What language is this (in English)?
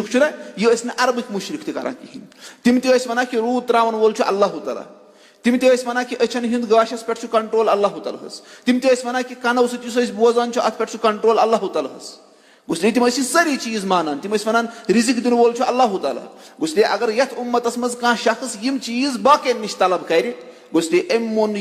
Kashmiri